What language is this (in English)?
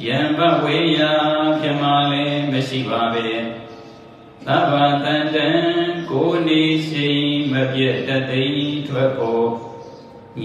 Burmese